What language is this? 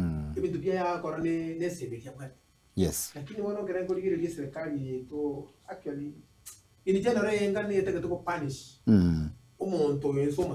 Gusii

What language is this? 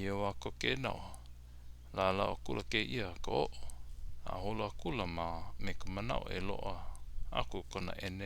Hawaiian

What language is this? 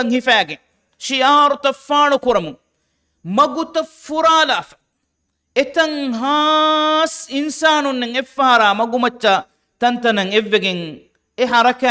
Divehi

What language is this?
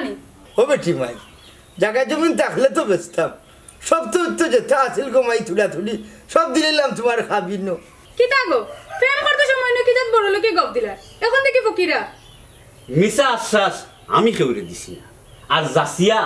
Sylheti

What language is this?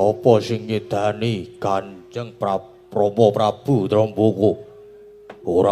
Javanese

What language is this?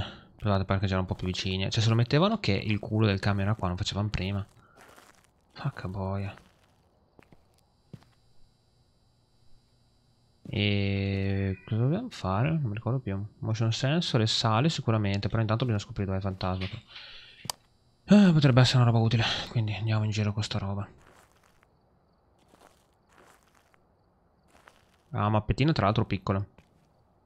Italian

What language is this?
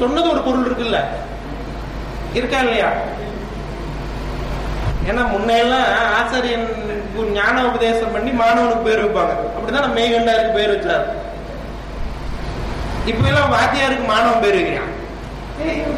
Tamil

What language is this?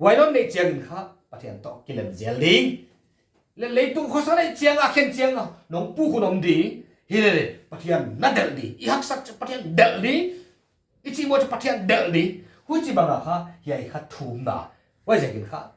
Paite Chin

